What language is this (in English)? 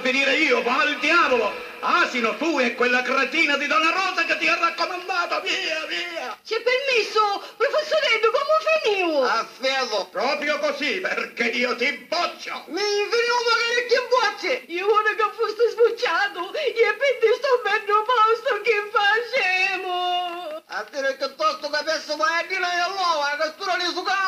Sicilian